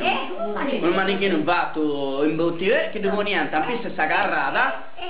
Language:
Sardinian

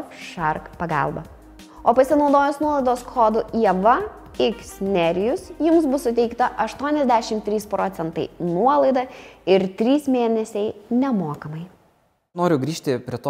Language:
Lithuanian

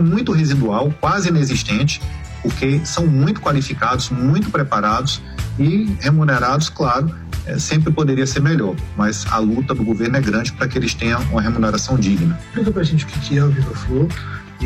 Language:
Portuguese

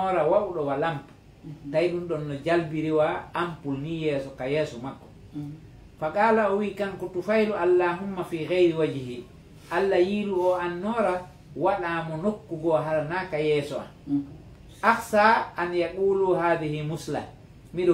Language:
Fula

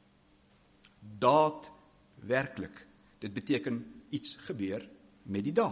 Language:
Afrikaans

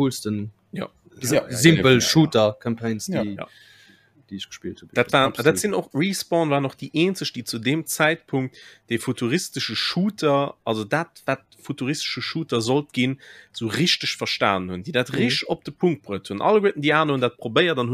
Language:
Luxembourgish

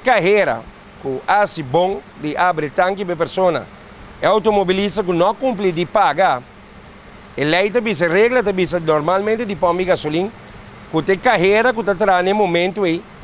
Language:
Papiamento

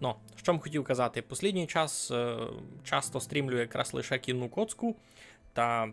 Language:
Rusyn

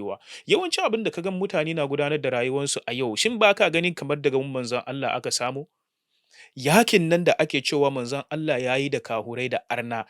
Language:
Hausa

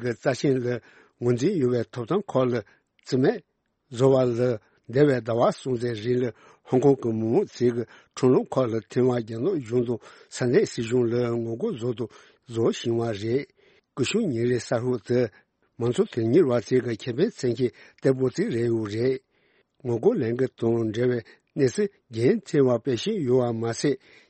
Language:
Tibetan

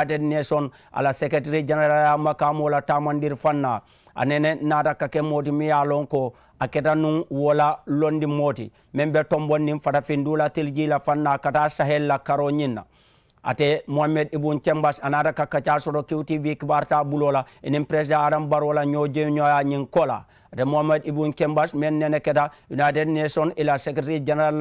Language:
Mandingo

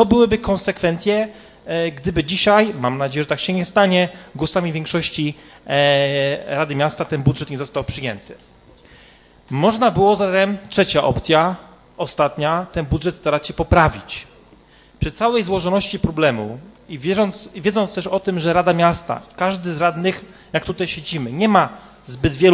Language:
Polish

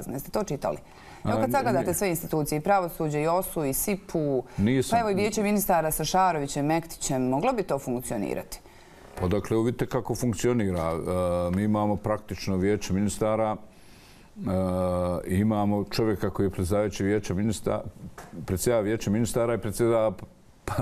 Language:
Bosnian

